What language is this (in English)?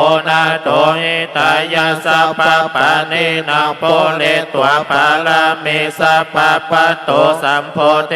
Pali